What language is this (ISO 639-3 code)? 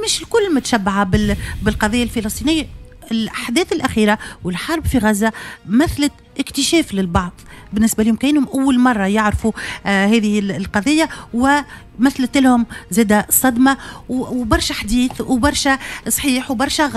aeb